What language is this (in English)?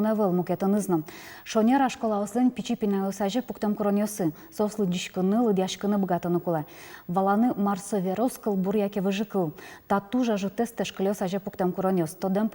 Udmurt